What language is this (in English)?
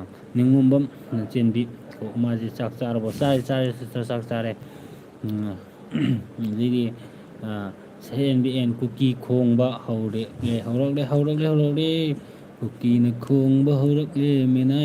Manipuri